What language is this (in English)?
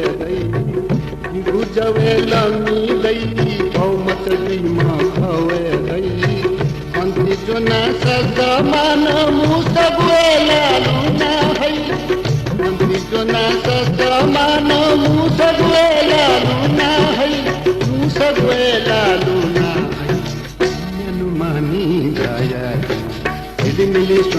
Newari